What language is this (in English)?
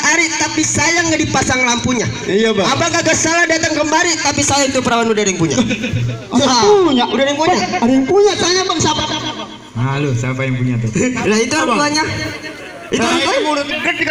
Betawi